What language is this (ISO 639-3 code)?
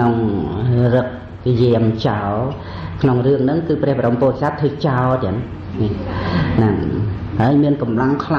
khm